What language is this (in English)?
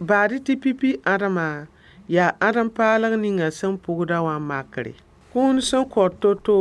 Mossi